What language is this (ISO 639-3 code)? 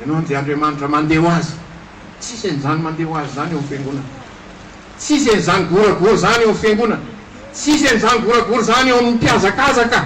mlg